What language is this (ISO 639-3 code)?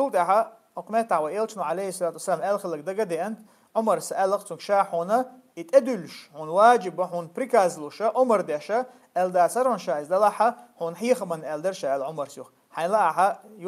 che